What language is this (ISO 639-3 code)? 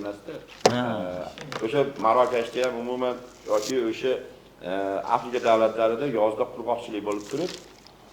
uzb